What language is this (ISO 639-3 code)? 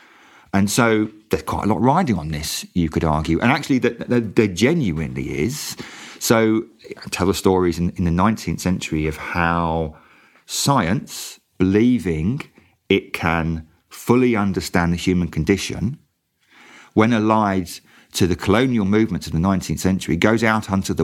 eng